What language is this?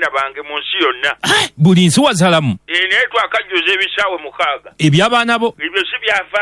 Ganda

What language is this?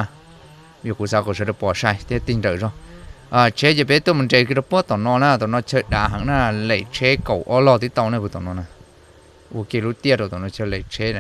Hmong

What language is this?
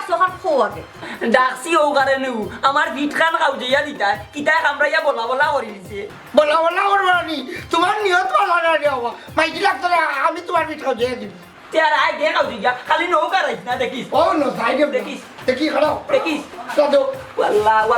Sylheti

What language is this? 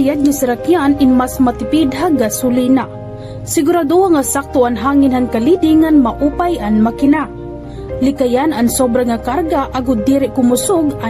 Waray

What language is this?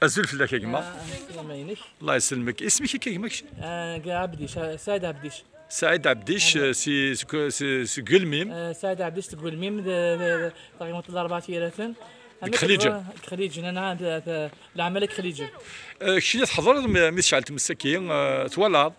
Kabyle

